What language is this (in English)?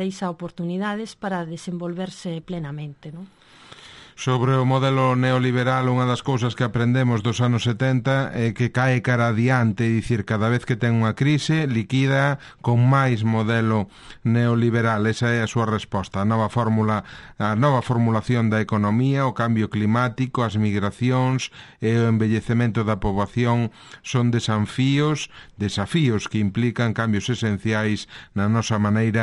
Galician